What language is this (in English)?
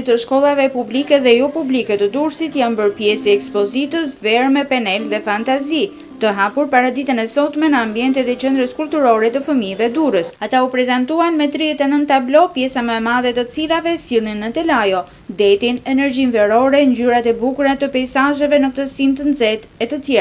Albanian